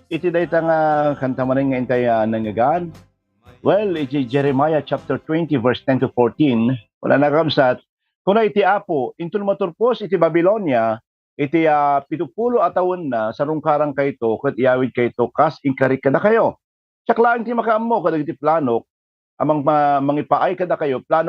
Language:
Iloko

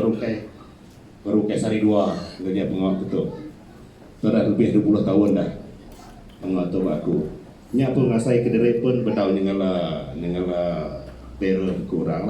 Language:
Iban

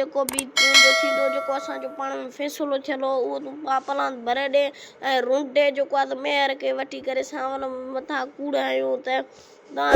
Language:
Sindhi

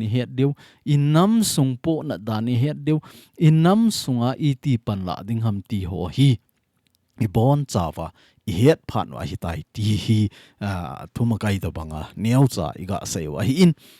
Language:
Thado Chin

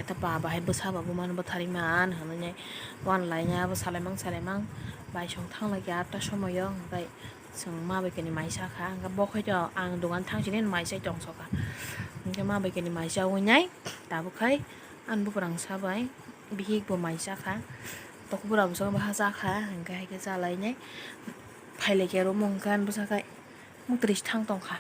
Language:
Kok Borok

